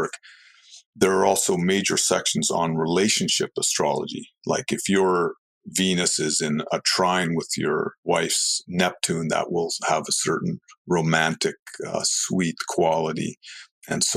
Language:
English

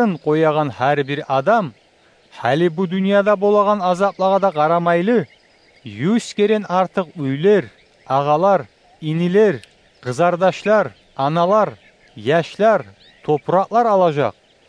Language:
Kumyk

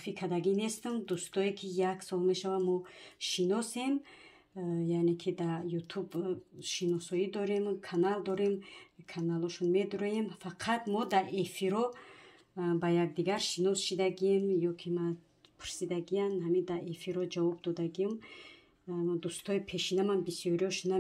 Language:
Tajik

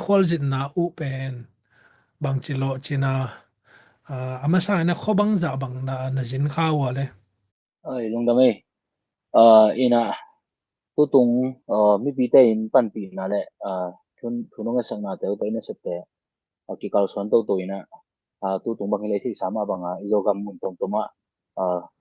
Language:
Tedim Chin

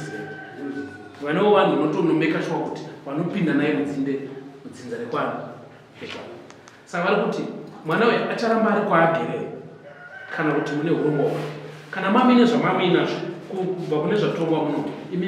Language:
Shona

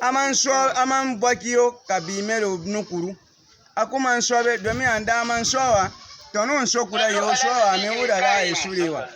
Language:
Baatonum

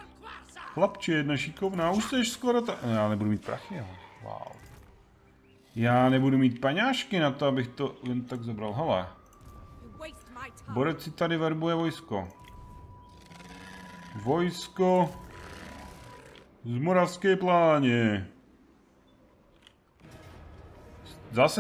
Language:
Czech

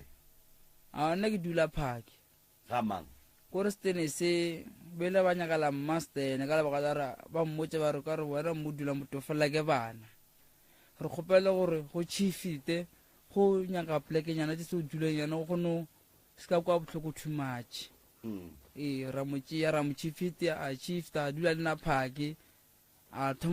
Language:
Northern Sotho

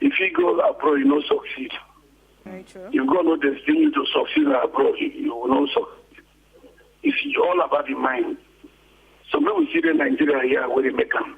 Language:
Nigerian Pidgin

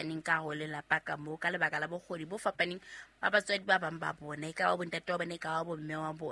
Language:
Southern Sotho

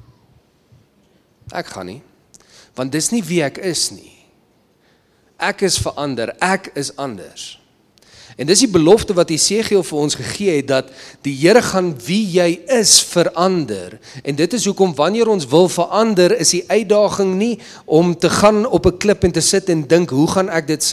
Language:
Afrikaans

